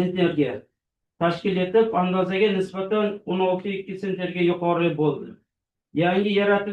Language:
Uzbek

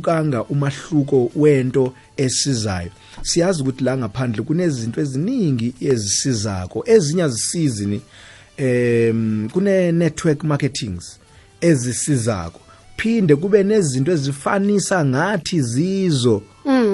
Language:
South Ndebele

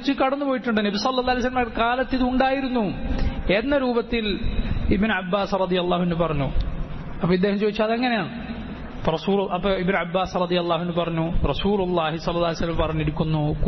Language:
Malayalam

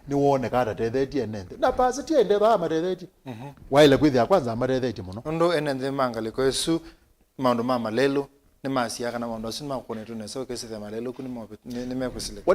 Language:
Kamba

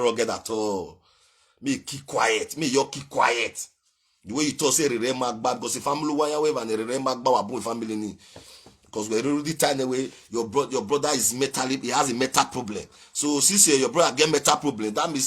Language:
Nigerian Pidgin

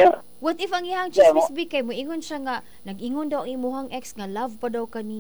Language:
Cebuano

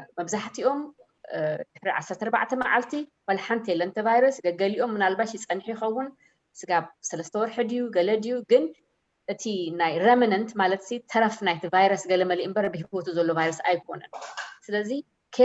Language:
Tigrinya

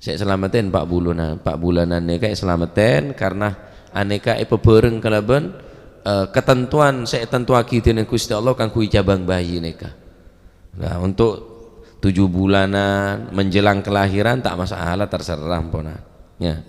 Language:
Madurese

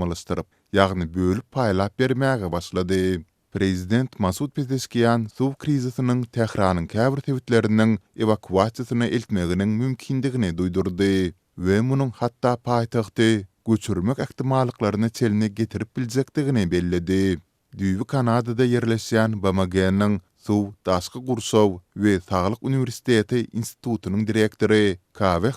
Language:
Turkmen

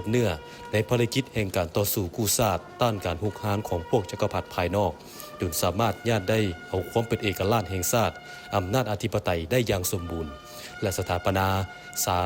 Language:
Lao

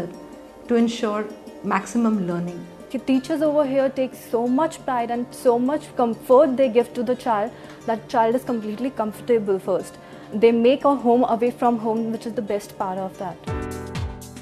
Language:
English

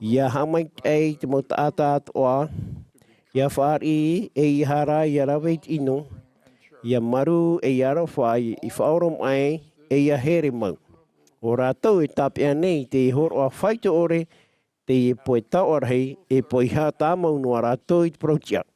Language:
Tahitian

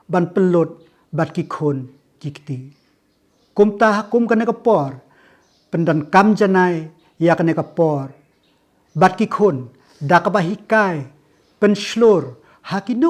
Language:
Khasi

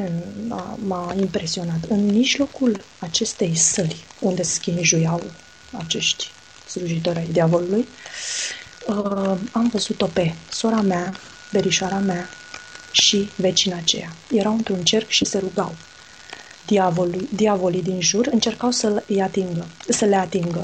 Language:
Romanian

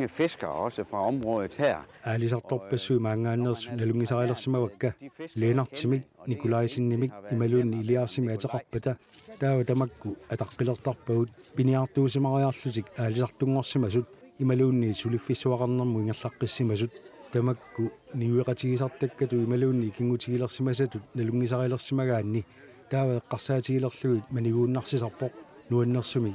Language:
Kalaallisut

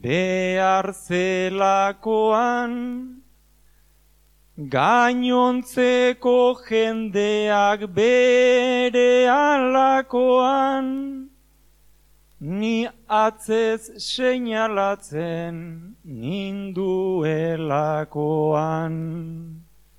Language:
Basque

